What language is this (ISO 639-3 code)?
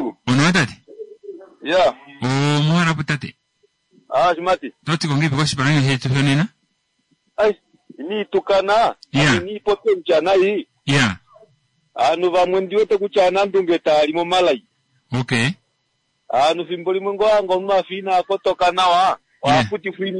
kua